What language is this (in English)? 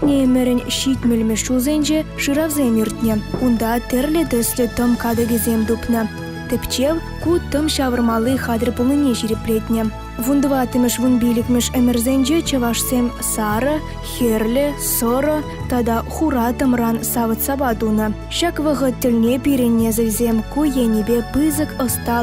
Chuvash